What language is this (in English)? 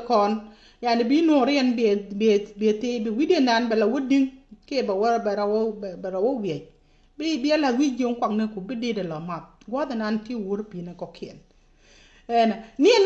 Nuer